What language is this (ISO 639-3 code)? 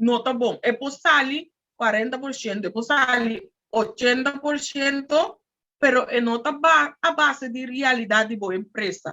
pap